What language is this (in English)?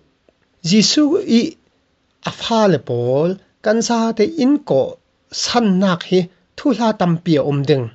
Falam Chin